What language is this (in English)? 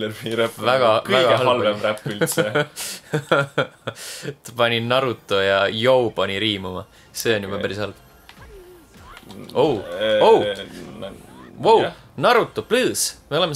Estonian